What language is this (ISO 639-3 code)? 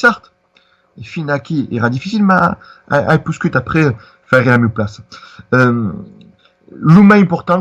oci